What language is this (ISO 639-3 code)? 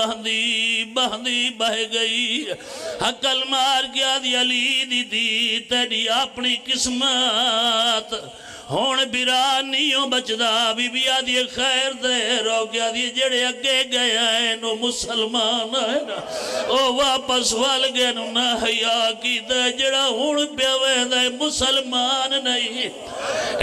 phr